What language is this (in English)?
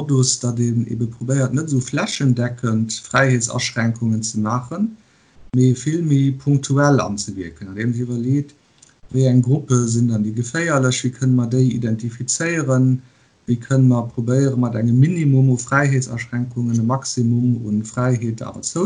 Luxembourgish